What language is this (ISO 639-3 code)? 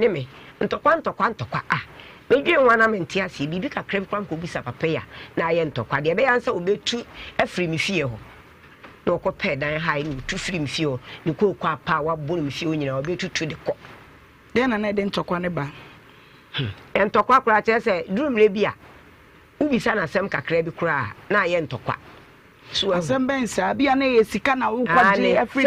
aka